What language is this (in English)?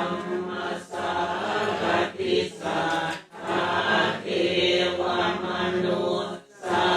Pali